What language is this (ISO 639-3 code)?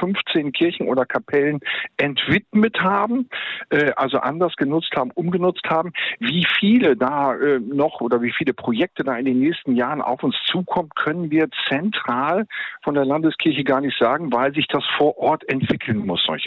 deu